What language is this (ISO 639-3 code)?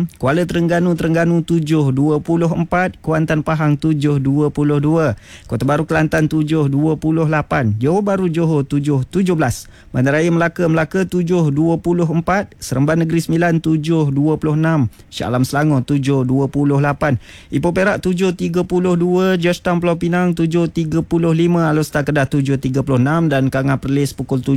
msa